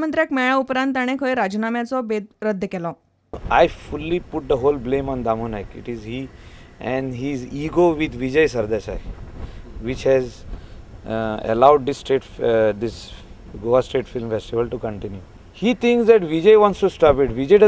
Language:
Konkani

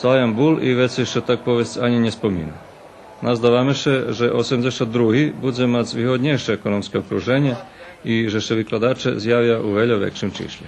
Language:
Rusyn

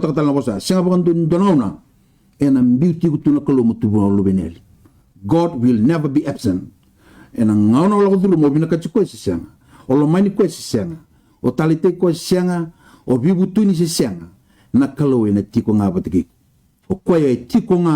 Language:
Fijian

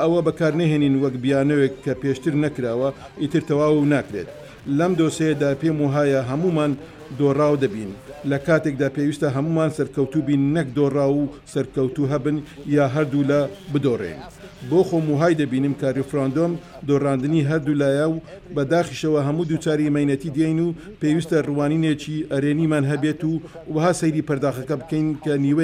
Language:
Central Kurdish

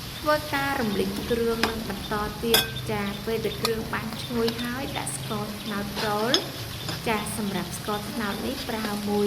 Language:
Khmer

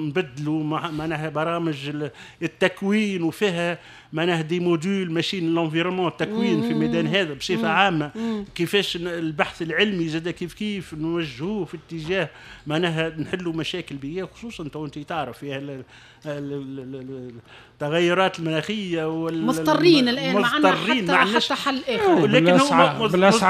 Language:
Tunisian Arabic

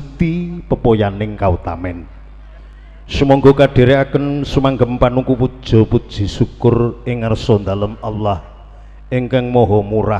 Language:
Javanese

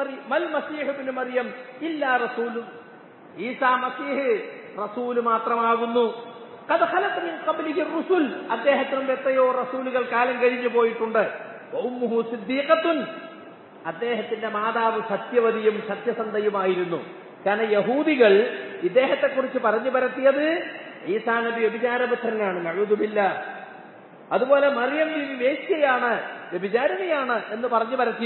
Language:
Malayalam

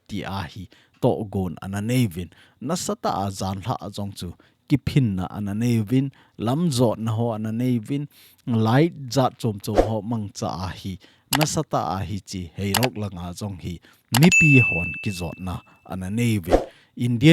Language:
Thado Chin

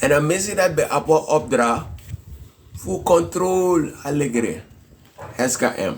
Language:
Sranan Tongo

